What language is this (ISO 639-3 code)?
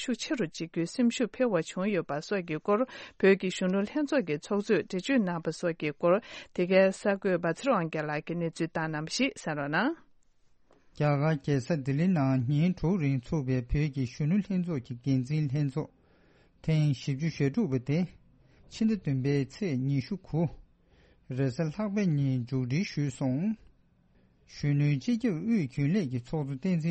bod